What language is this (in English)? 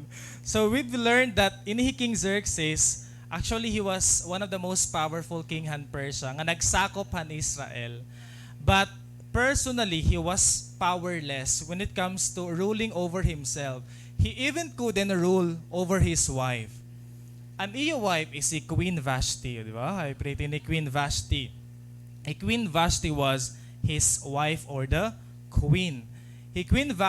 Waray